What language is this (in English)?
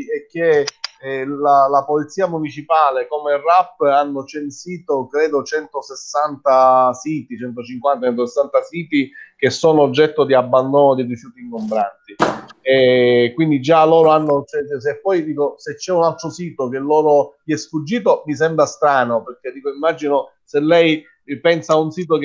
Italian